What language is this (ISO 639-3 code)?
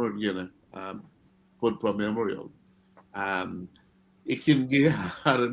ach